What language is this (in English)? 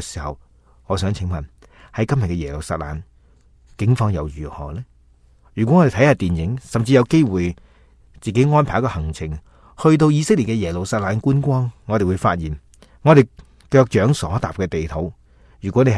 Cantonese